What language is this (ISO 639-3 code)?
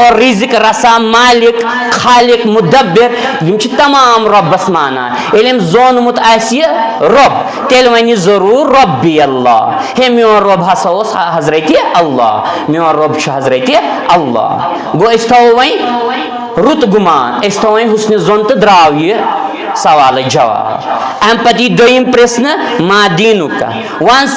kas